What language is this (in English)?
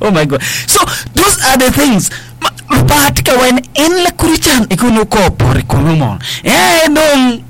Acoli